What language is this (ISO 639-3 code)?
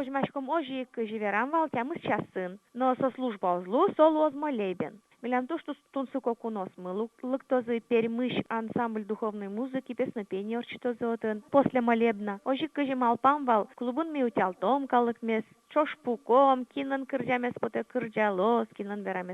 udm